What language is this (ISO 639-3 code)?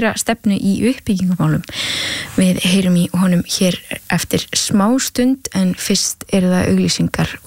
isl